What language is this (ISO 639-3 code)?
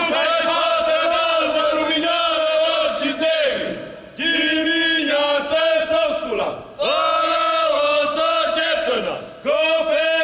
ron